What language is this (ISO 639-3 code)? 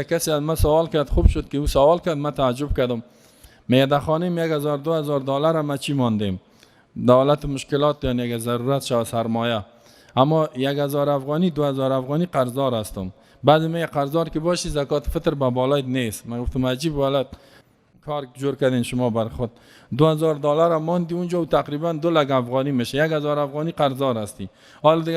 fas